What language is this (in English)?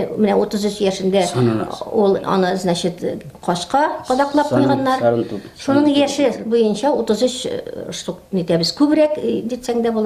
Tatar